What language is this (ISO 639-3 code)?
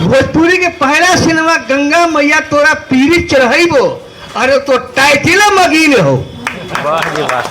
mag